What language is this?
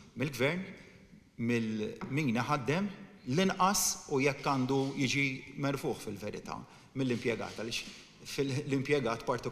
Maltese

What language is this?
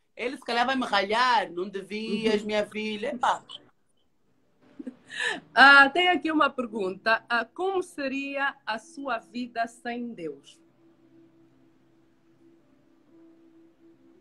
Portuguese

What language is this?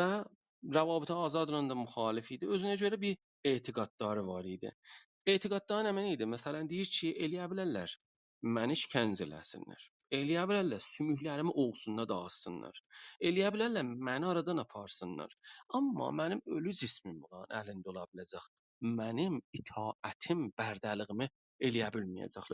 South Azerbaijani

